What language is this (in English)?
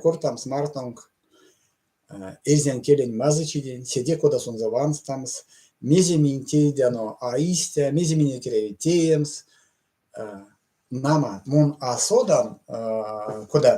Erzya